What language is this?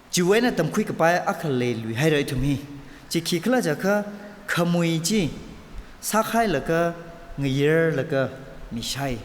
Tangkhul Naga (India)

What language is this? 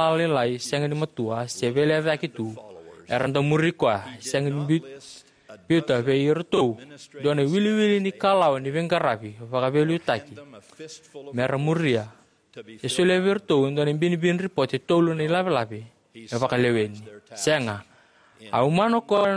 Fijian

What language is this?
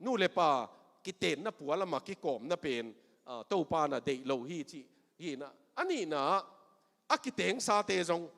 Tedim Chin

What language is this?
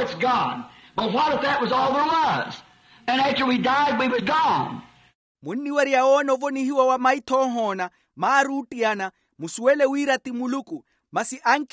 Makhuwa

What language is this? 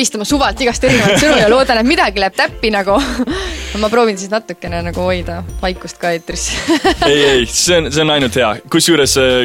Estonian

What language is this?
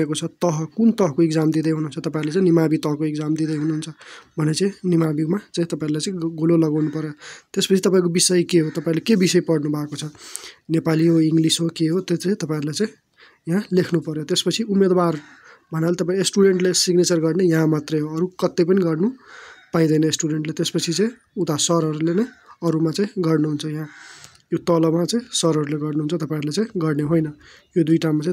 Nepali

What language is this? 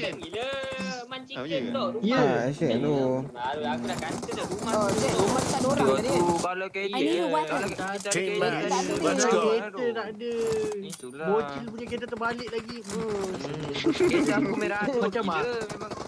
Malay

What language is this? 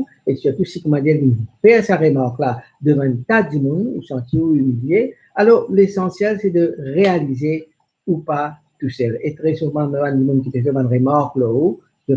Morisyen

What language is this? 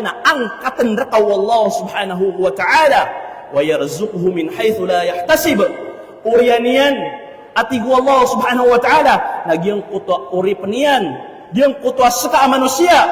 Maranao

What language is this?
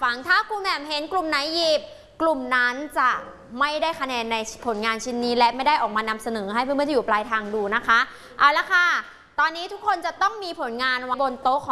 Thai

